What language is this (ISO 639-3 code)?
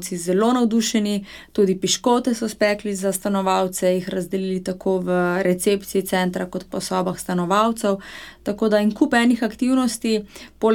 slv